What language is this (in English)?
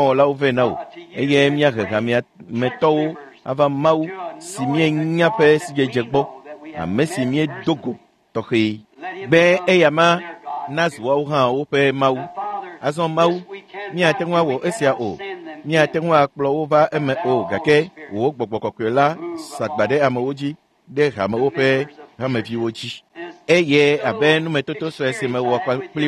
Ewe